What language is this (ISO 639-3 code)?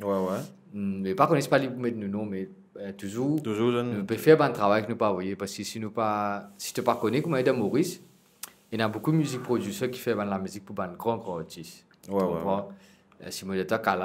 mfe